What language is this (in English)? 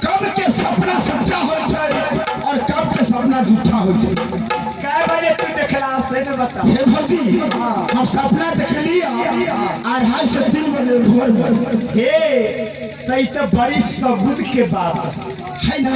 Maithili